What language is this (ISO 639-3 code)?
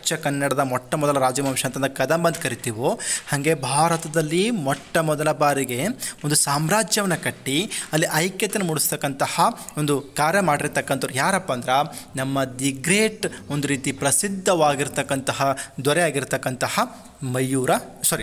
kan